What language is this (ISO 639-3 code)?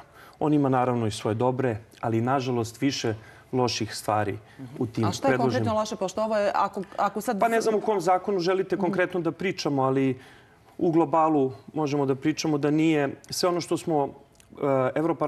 srp